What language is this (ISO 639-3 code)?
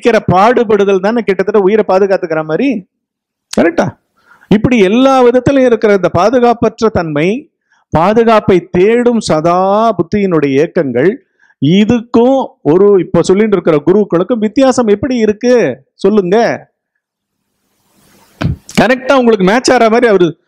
tam